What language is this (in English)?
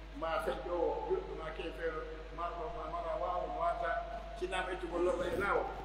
Pular